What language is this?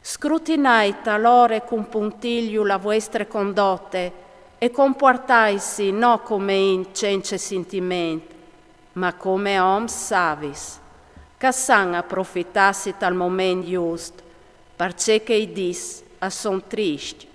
Friulian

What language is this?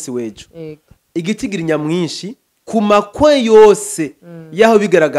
Rundi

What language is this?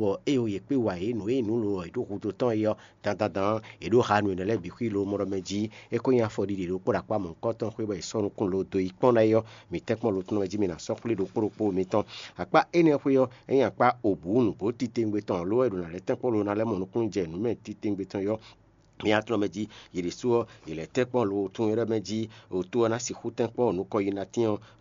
Fon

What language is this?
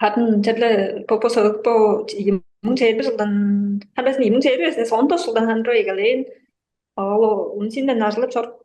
Tuvinian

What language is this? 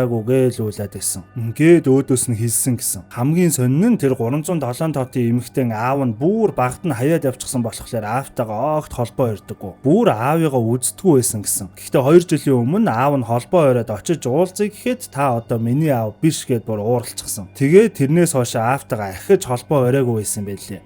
Mongolian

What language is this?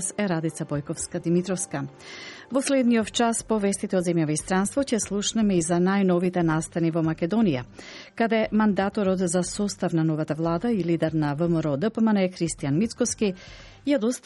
Macedonian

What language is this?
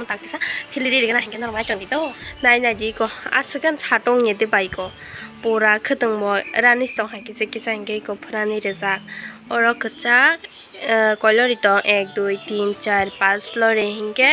Kok Borok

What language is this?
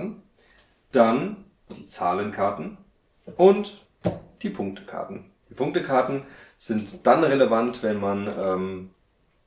German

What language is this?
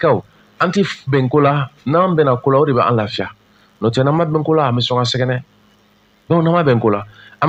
Bambara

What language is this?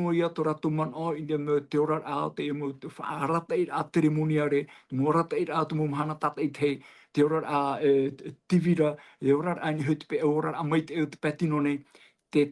Tahitian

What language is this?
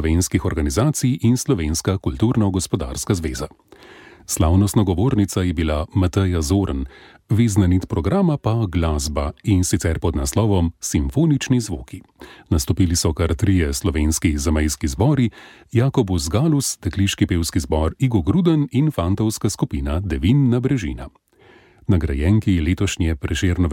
Slovenian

